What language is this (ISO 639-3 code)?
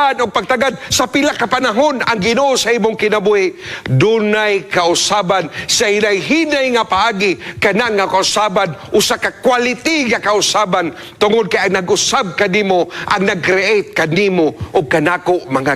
ceb